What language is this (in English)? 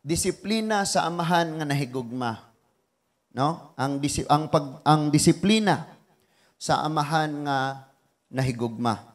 Cebuano